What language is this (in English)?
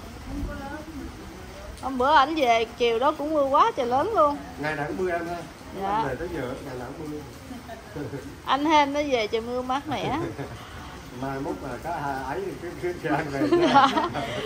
Vietnamese